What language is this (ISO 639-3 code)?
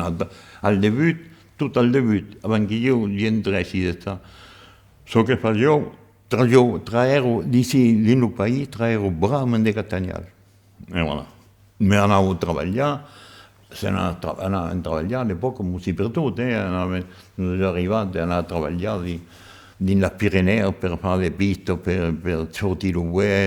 oci